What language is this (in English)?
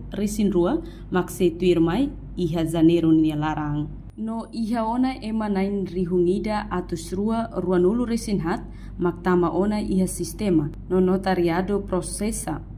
Tetum